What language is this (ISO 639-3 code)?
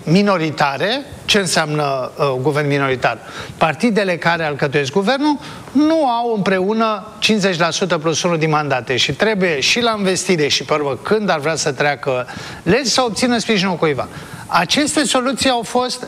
ron